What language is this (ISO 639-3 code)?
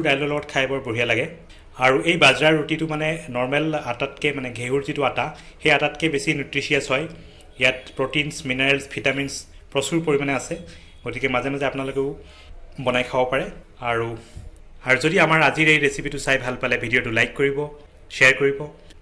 asm